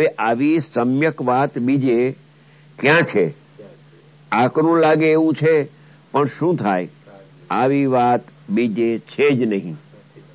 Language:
Gujarati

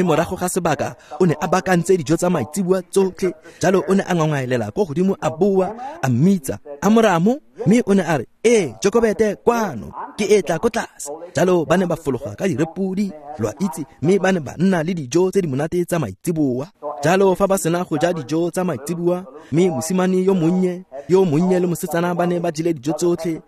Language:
Tswana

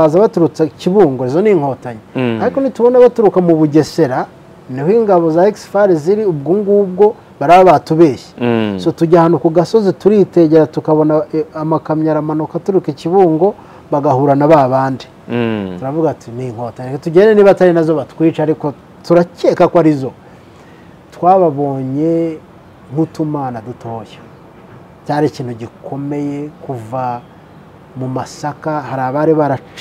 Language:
Kinyarwanda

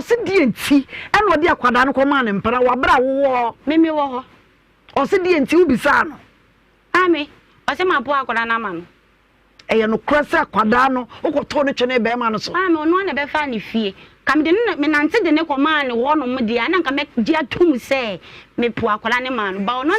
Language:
Akan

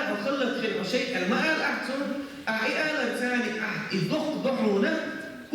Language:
Chechen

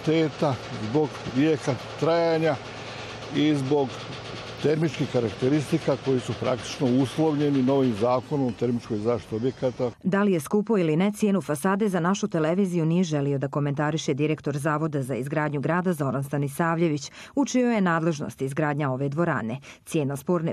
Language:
Croatian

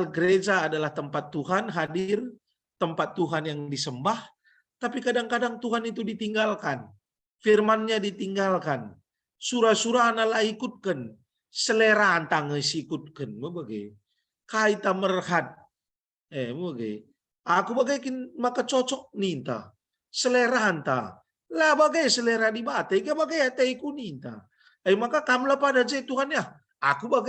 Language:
Batak Karo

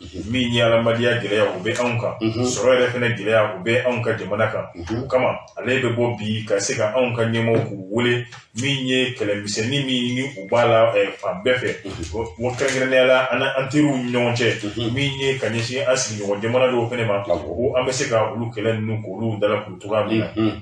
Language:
Bambara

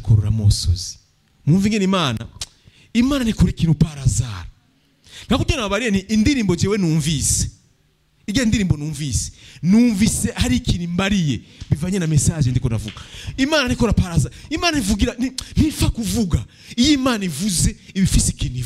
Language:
Rundi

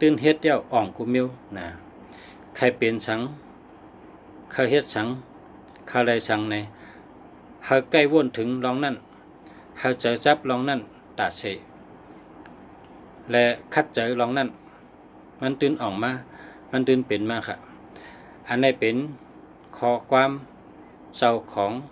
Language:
Shan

